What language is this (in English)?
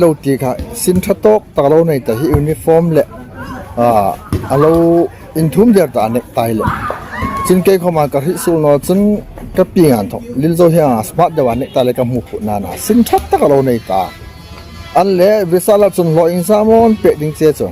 Hmar